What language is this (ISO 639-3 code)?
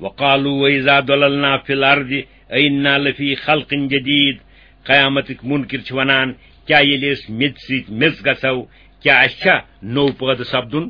kas